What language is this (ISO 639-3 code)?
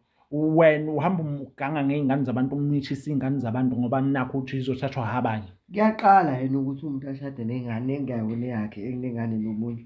zul